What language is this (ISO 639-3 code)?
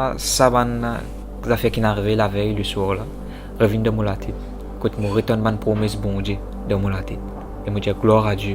mfe